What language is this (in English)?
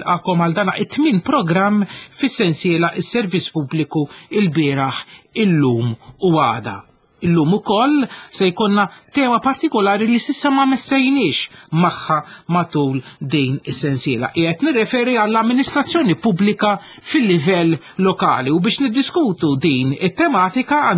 Maltese